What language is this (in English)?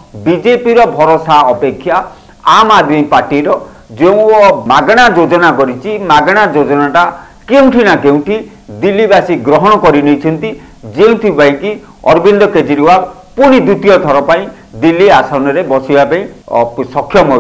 Odia